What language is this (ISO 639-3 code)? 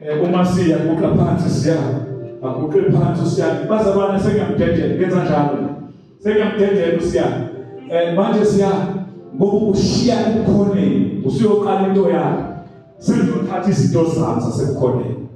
zul